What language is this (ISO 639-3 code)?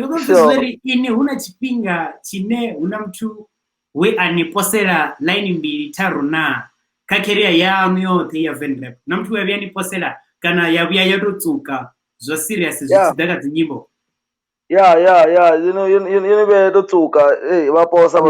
ven